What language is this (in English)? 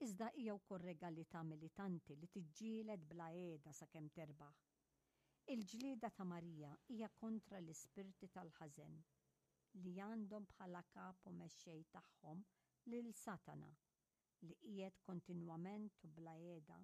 Maltese